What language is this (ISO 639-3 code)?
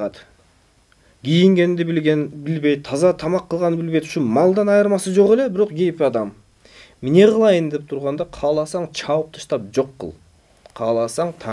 kir